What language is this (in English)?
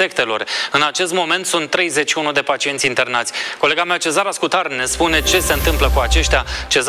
Romanian